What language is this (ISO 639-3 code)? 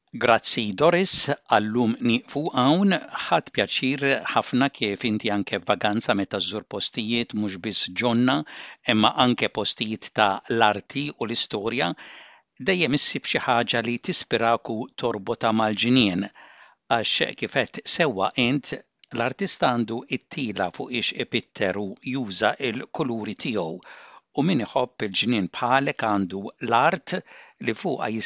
mlt